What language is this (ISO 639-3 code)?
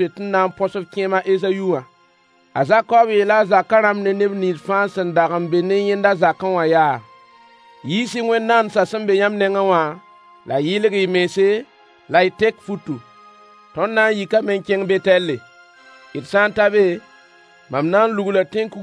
mos